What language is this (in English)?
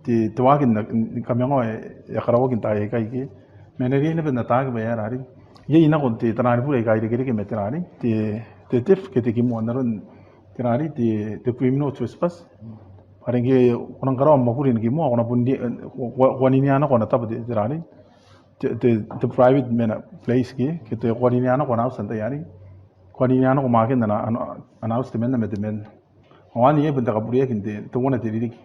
Gilbertese